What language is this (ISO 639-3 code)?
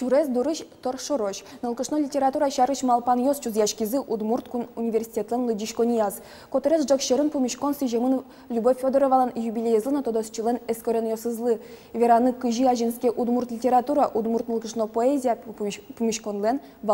udm